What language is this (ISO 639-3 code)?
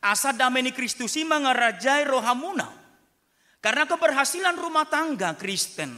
bbc